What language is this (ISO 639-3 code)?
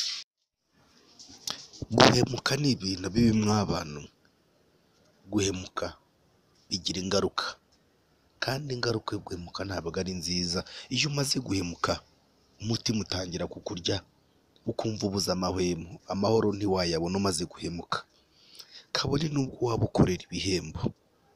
kin